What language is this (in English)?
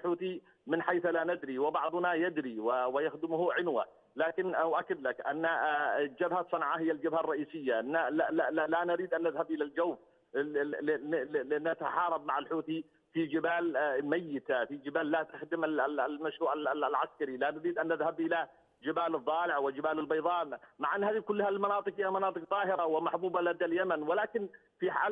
Arabic